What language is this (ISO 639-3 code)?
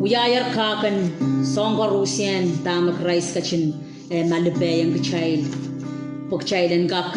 pon